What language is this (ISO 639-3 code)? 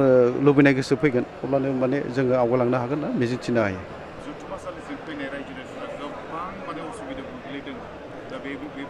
brx